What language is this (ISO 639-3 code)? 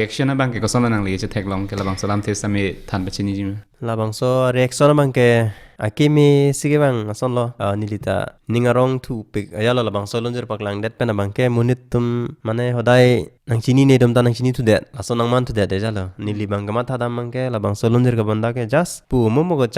mjw